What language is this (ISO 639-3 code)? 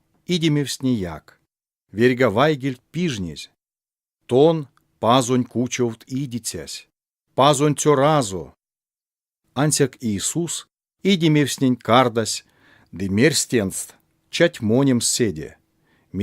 myv